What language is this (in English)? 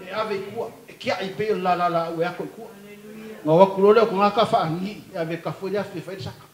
Samoan